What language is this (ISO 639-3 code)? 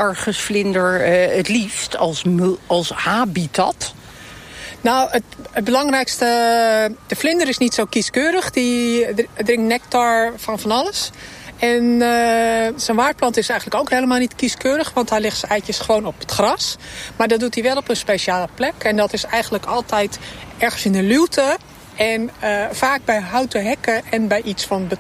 nld